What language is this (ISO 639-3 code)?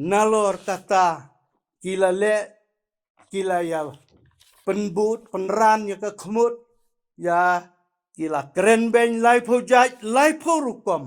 kha